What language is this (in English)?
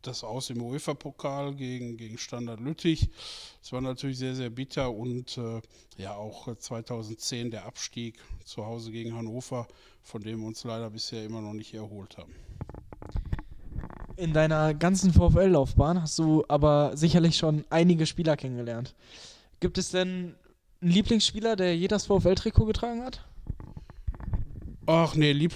German